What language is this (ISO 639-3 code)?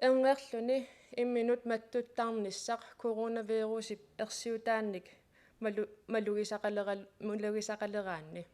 kal